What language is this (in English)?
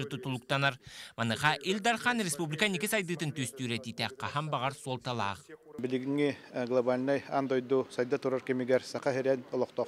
Yakut